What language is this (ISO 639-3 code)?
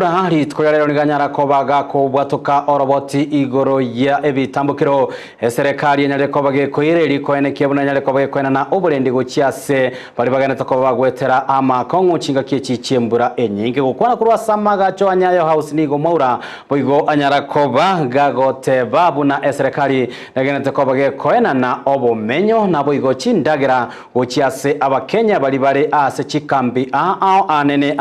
guz